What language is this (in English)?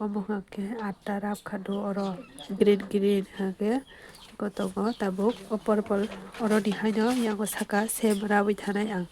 Kok Borok